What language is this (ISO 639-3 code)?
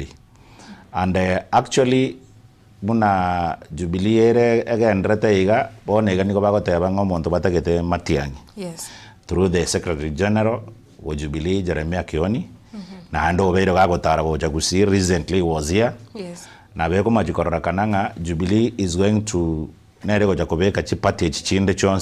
guz